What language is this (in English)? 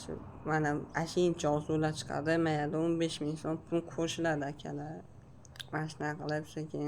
Uzbek